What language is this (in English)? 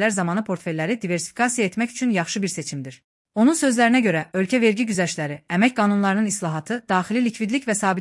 Azerbaijani